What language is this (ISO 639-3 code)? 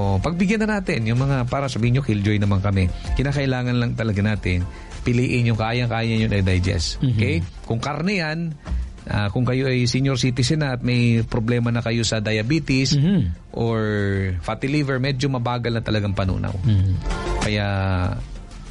fil